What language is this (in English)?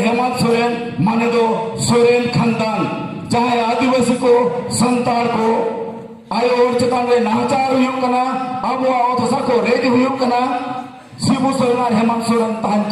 Santali